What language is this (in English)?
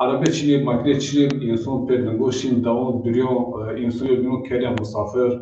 Zaza